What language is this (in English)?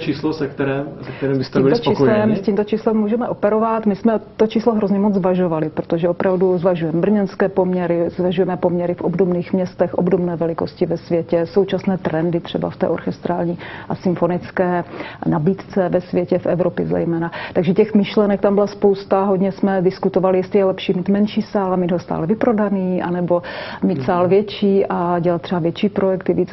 Czech